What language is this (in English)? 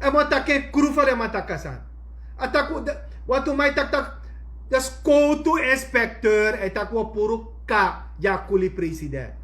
Sranan Tongo